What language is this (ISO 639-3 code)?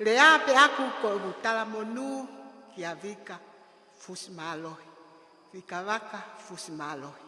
ton